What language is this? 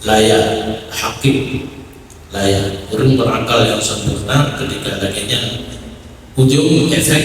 Achinese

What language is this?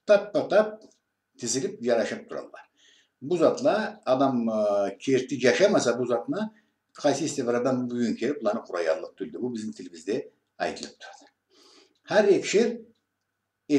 Karachay-Balkar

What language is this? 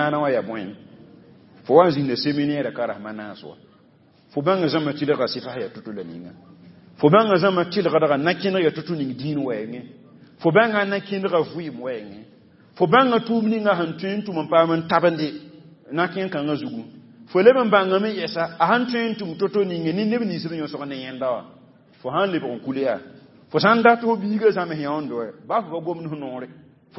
Mossi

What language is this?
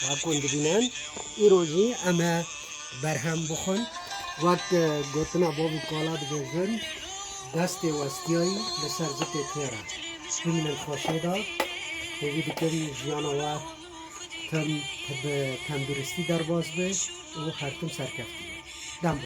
Kurdish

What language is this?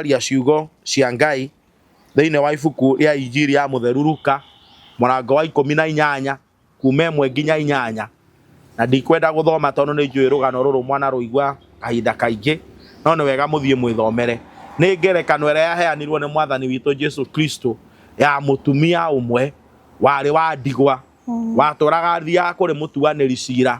Kikuyu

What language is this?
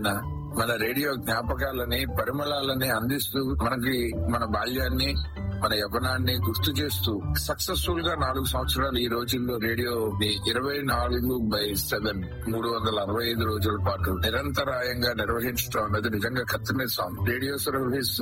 Telugu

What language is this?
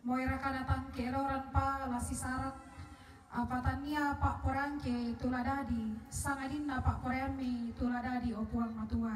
Toraja-Sa'dan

